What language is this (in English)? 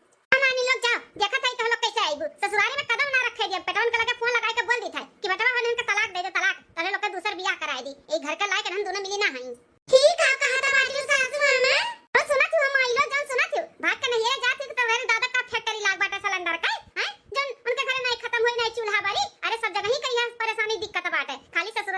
Awadhi